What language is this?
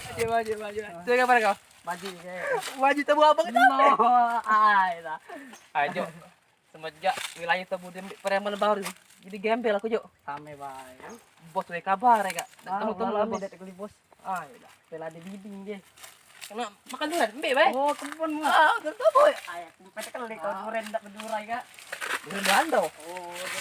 Musi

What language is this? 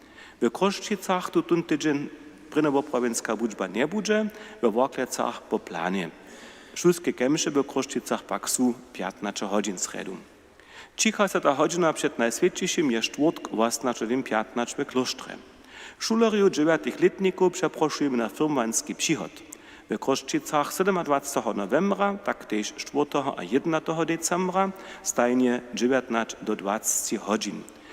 Upper Sorbian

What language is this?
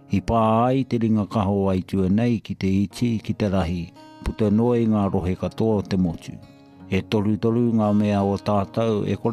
Māori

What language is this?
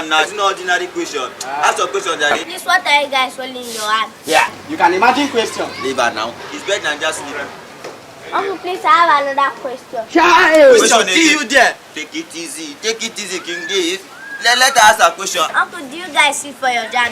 Nigerian Pidgin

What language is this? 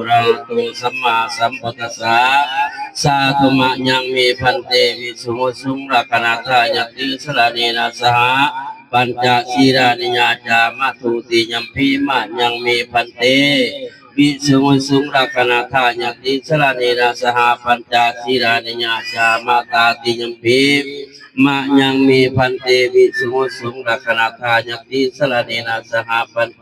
Northeastern Thai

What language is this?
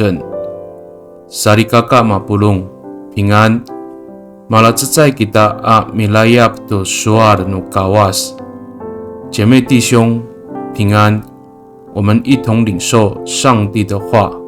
Amis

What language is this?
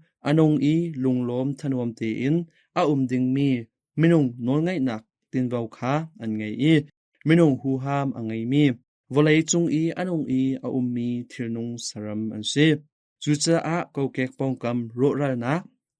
Hakha Chin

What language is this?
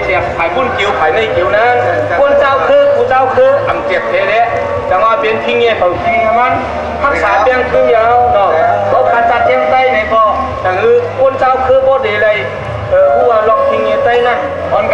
Shan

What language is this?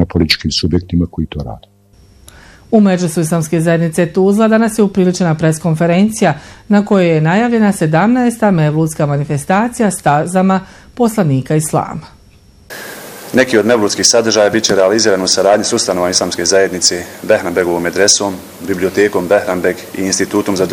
Bosnian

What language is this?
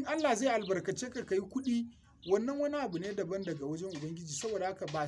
Hausa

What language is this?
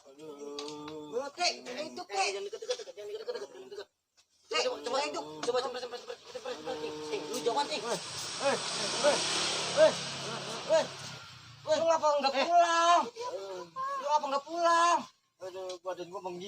Betawi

